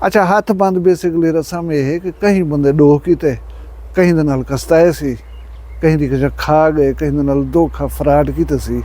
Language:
Saraiki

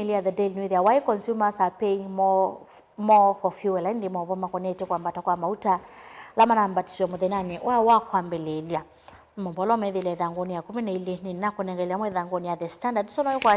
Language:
Kamba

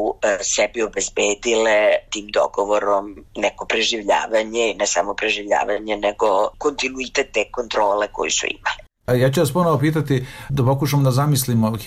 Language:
Serbian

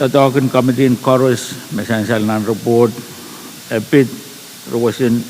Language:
Pohnpeian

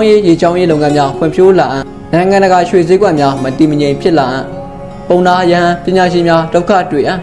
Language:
Burmese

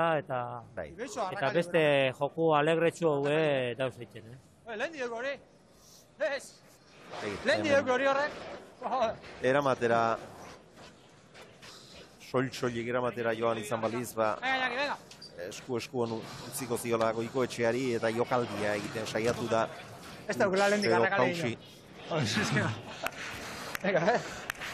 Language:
Basque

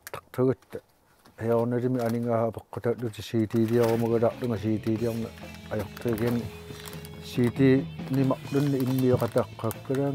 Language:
Kalaallisut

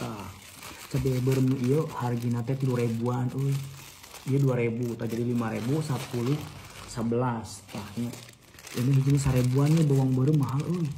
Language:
Sundanese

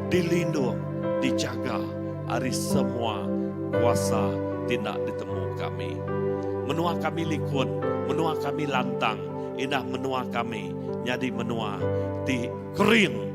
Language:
Iban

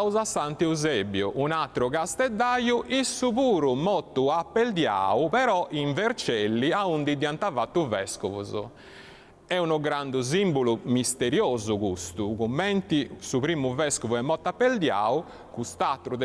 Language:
Sardinian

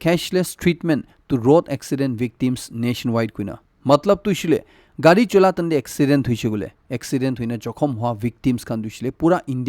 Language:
Naga Pidgin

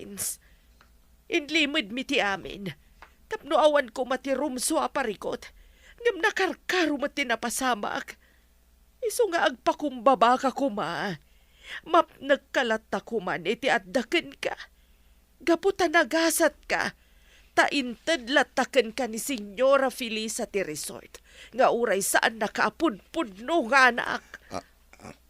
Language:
Iloko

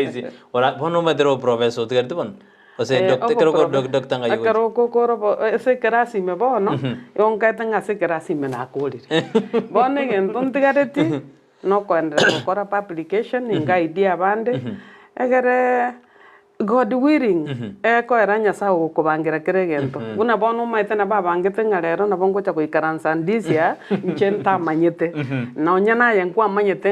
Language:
Gusii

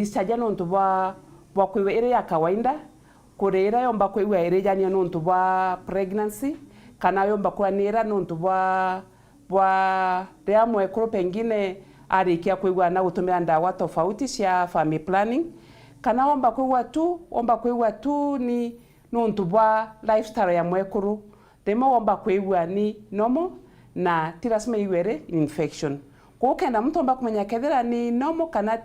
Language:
Meru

